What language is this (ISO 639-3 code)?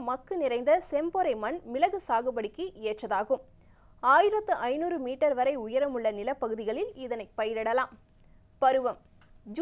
tam